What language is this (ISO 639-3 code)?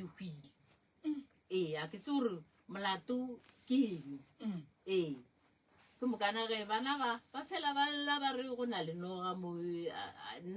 nso